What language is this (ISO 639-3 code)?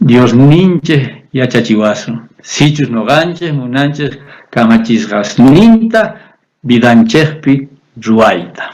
quh